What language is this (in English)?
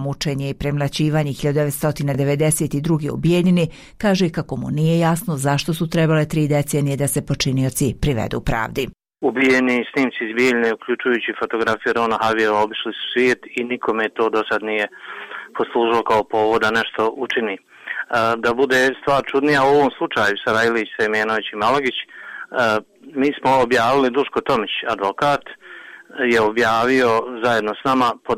Bosnian